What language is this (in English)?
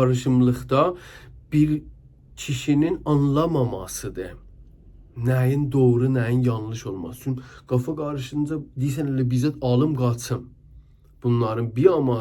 South Azerbaijani